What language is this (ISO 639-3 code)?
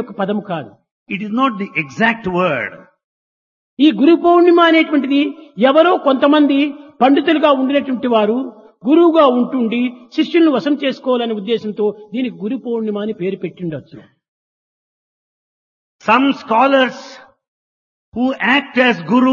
tel